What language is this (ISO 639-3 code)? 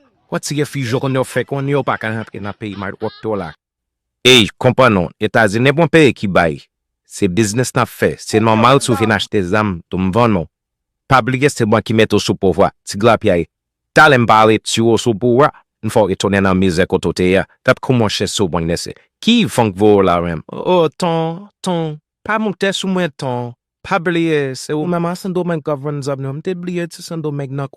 hat